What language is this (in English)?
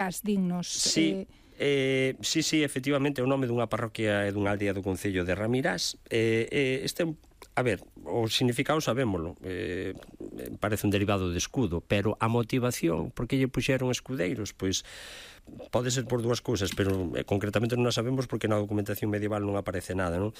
Galician